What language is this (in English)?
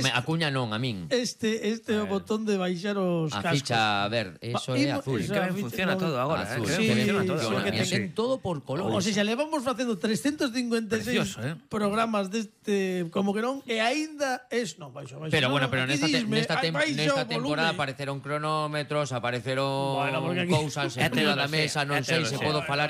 Galician